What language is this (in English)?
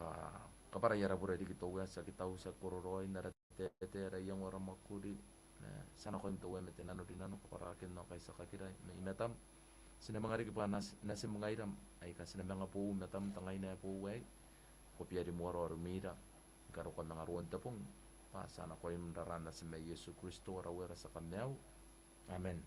Gilbertese